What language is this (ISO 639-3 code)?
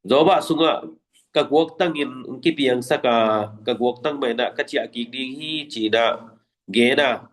ctd